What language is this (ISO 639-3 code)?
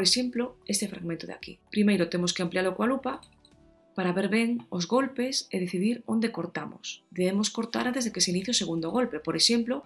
glg